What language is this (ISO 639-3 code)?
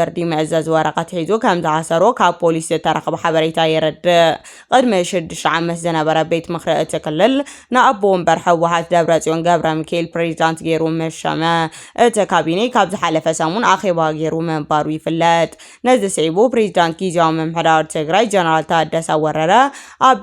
tir